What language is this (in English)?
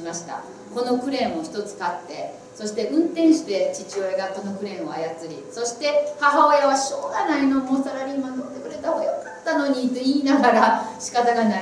Japanese